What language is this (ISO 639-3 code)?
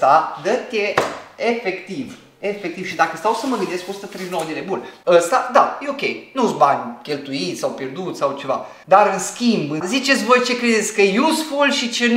ron